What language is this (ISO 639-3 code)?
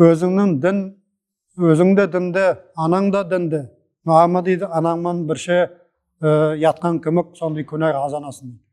nog